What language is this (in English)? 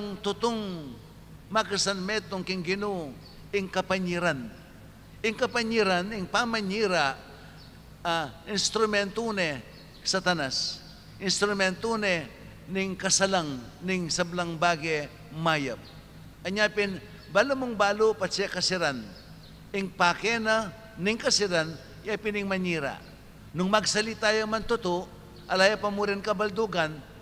Pampanga